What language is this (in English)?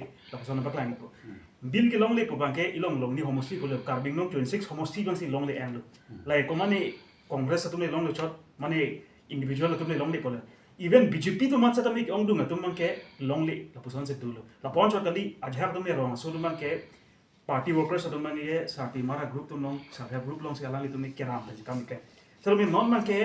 Karbi